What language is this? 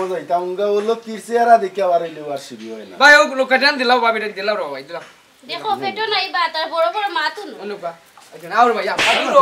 Sylheti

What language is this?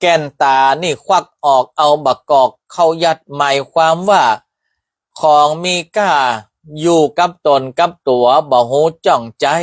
Northern Thai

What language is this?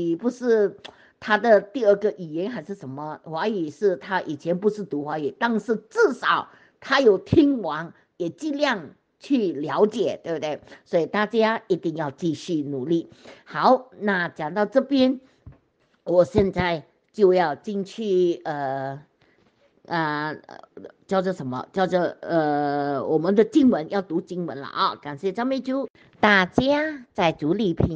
Chinese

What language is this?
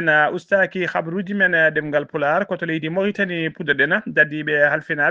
Fula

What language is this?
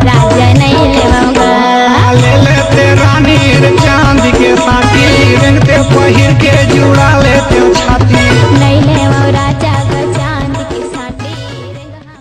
Chhattisgarhi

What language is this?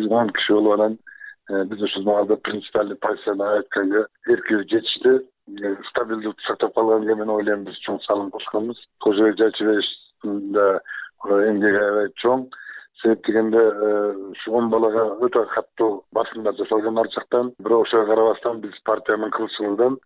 Kyrgyz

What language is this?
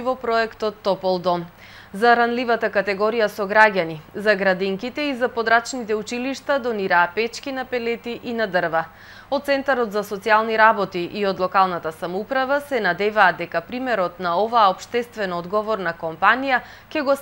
Macedonian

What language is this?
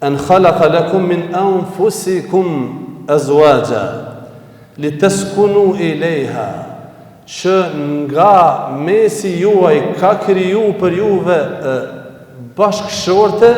Albanian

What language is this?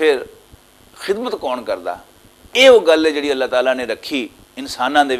Western Panjabi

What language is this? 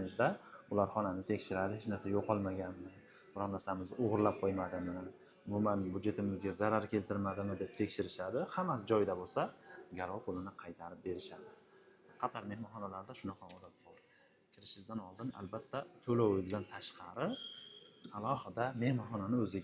Uzbek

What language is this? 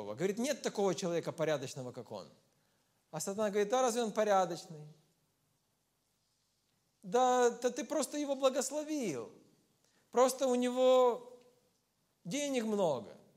Russian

